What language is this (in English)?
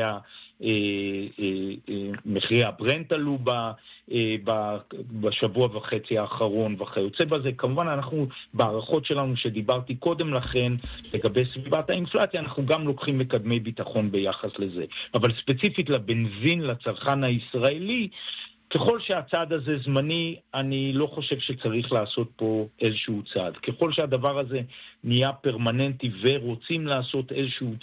Hebrew